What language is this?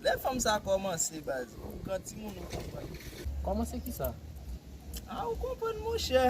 Haitian Creole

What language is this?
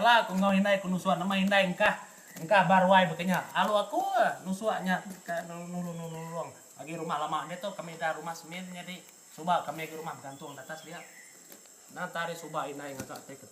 Iban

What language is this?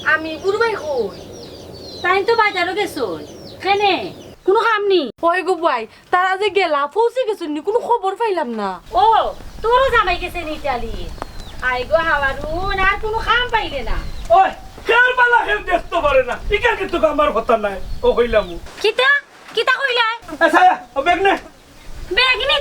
Sylheti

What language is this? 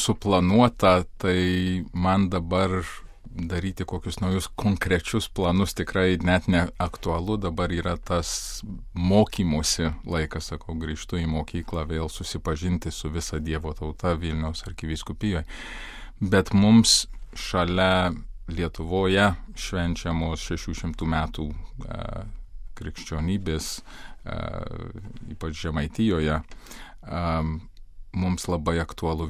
Lithuanian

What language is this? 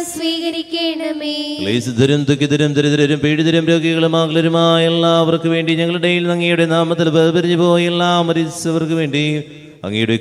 Malayalam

